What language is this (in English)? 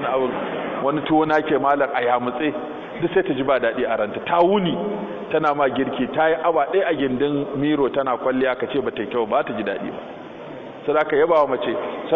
Hausa